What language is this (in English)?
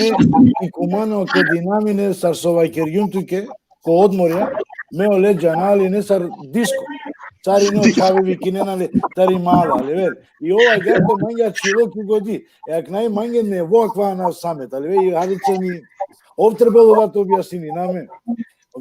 Balkan Romani